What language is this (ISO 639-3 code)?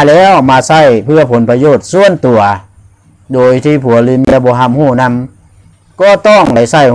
lao